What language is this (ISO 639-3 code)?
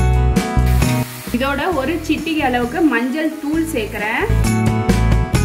tam